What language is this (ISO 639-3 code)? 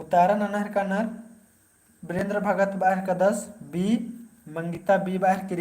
kru